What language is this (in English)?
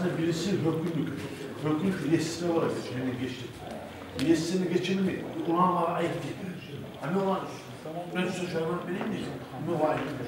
Kumyk